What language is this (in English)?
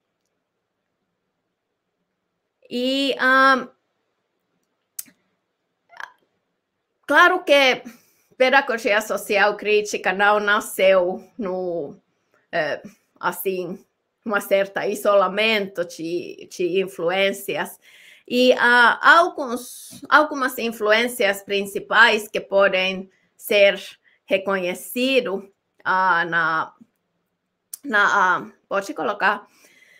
Portuguese